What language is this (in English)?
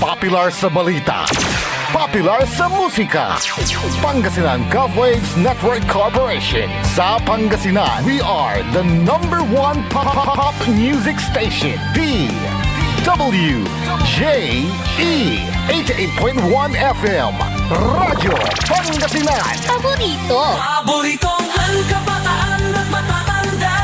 Pangasinan